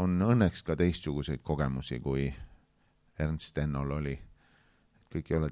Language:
Estonian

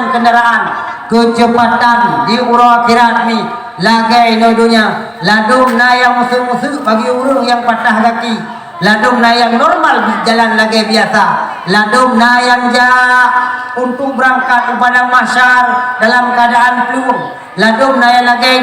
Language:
Achinese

